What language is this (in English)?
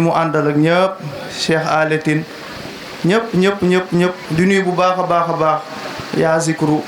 Wolof